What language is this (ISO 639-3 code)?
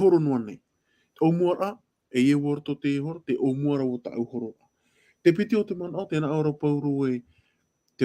tah